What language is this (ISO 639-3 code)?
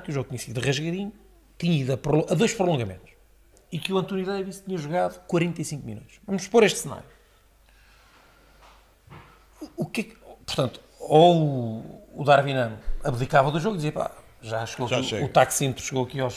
por